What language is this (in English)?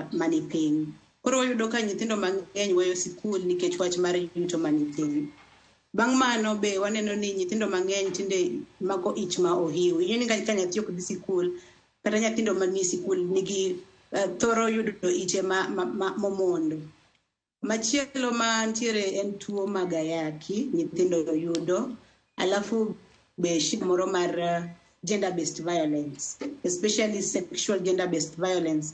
Luo (Kenya and Tanzania)